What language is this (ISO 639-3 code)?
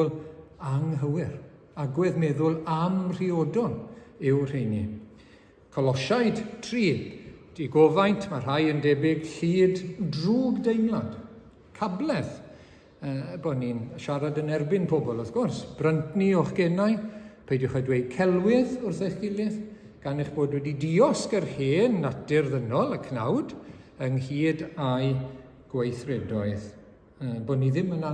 cym